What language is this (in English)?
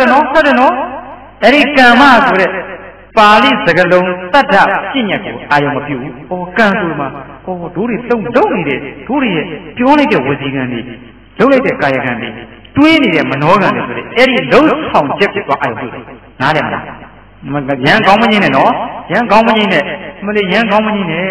Burmese